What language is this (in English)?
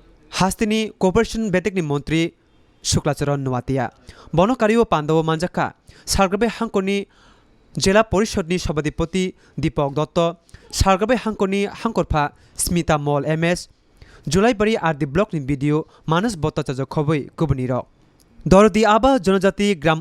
Kok Borok